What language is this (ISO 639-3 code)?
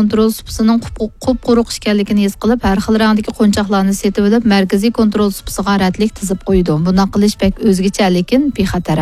uig